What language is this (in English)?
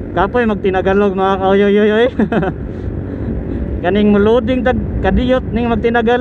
Cebuano